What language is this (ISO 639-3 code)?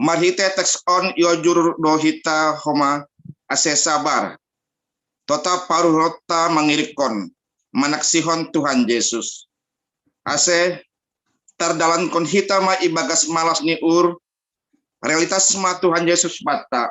bts